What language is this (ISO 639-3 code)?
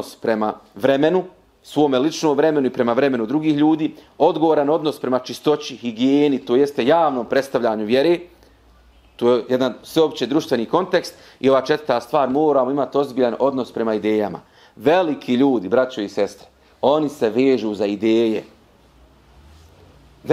bos